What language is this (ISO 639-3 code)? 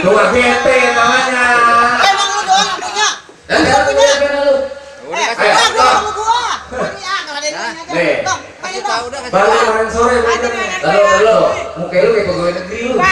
bew